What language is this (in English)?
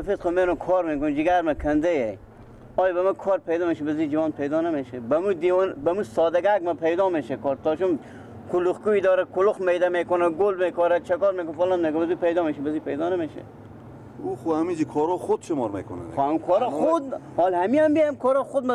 Persian